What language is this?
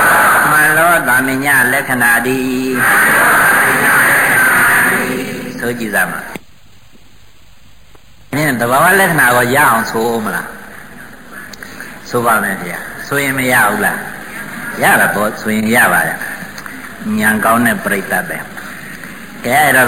Burmese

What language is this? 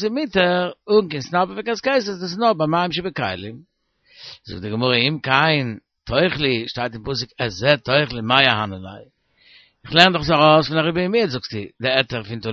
Yiddish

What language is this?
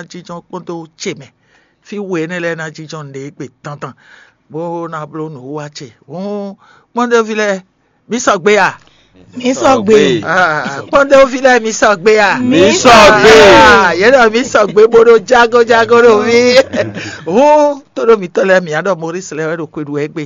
Fon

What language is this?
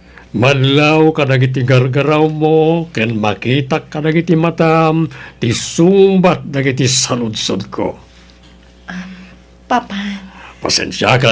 Iloko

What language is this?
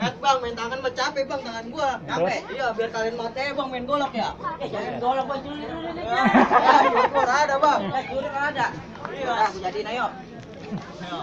Betawi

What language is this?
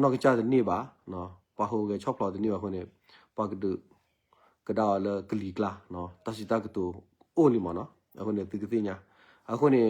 S'gaw Karen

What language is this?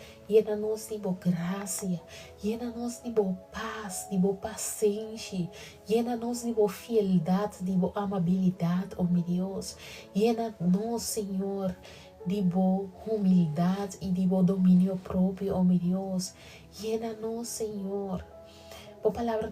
Papiamento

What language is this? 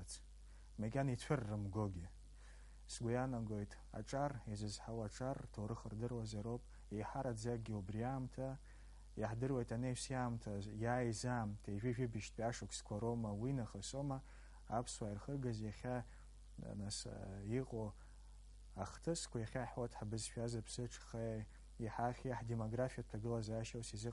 Abkhazian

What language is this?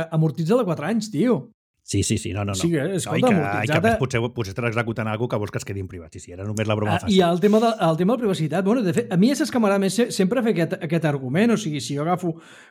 Catalan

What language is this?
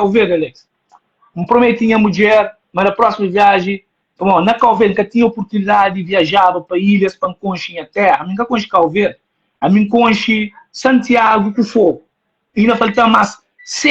Kabuverdianu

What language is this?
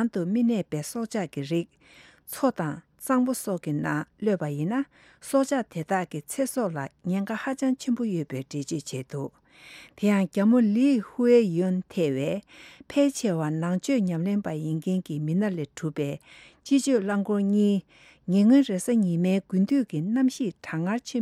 Tibetan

